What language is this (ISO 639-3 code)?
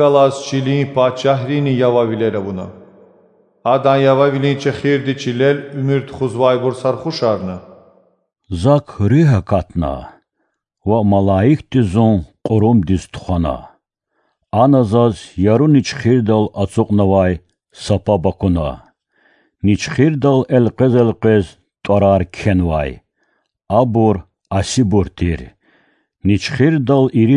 lez